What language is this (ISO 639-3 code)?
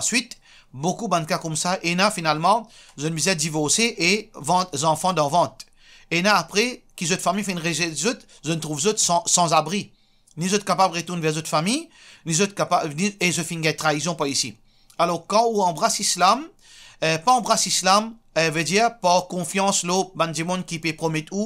mfe